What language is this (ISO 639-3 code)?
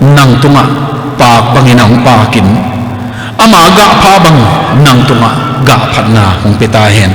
ctd